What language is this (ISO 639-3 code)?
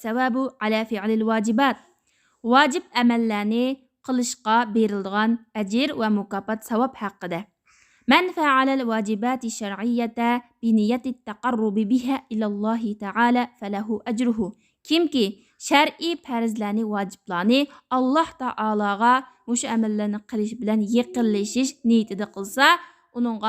uig